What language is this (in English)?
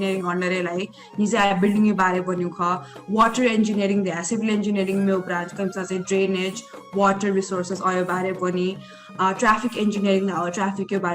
Newari